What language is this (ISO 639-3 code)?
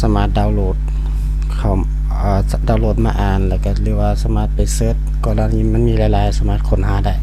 lao